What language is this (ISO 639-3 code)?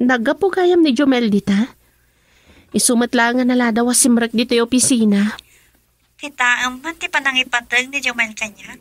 ilo